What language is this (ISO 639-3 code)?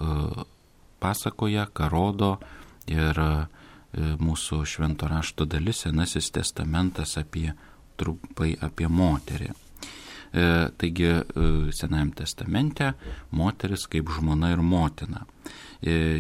lit